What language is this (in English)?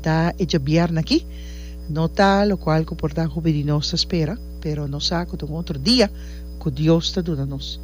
Papiamento